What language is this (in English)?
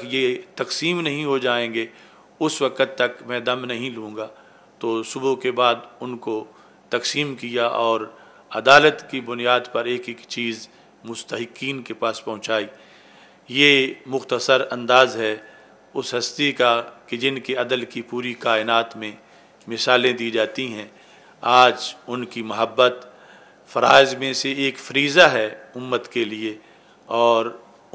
Urdu